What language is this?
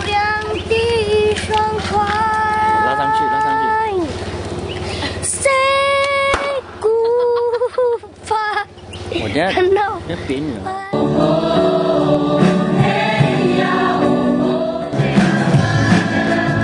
Chinese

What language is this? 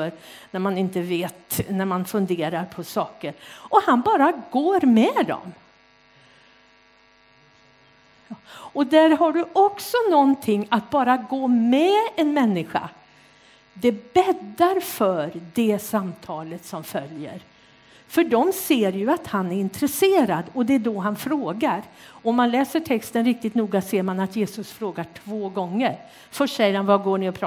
Swedish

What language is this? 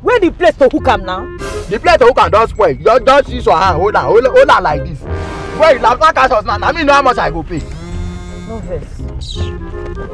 Nigerian Pidgin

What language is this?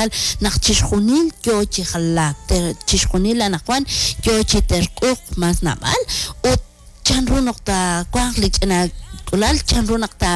Kekchí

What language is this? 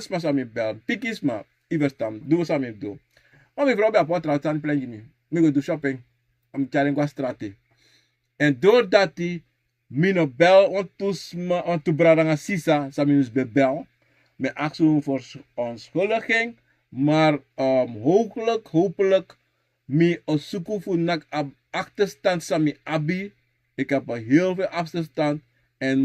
Sranan Tongo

